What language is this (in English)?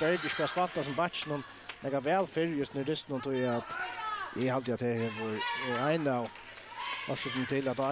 Faroese